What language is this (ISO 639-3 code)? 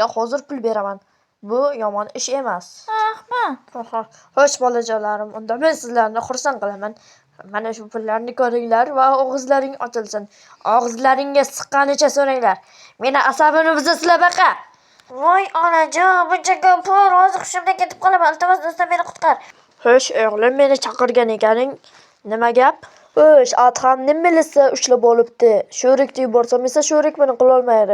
uzb